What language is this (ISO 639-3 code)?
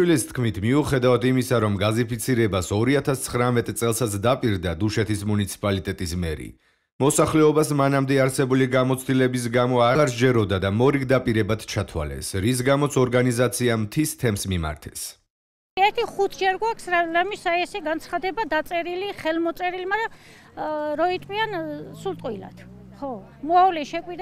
kat